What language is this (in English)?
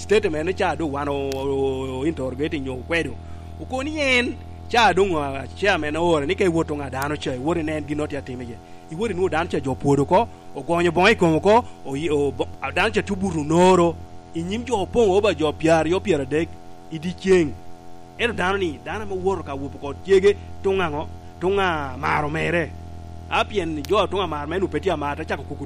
Lango (Uganda)